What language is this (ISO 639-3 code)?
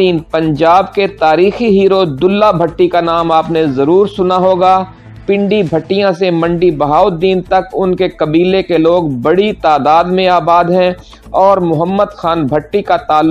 urd